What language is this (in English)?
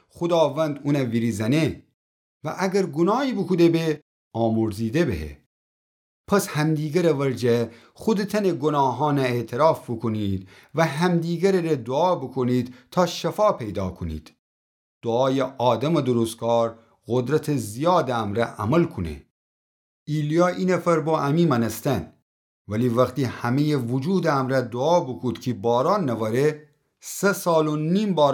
Gilaki